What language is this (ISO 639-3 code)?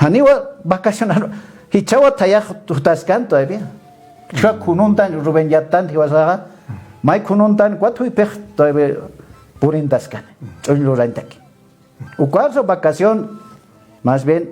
aym